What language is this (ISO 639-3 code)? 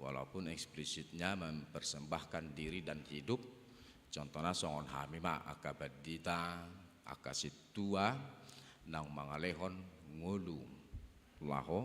bbc